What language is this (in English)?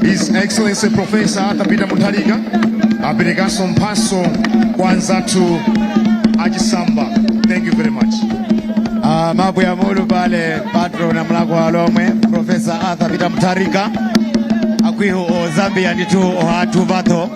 Nyanja